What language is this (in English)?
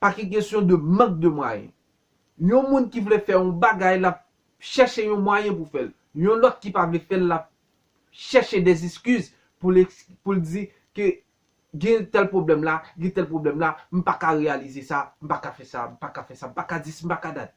Haitian Creole